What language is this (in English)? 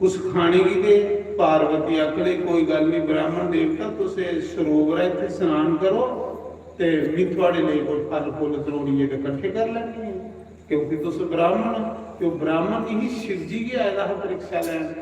Dogri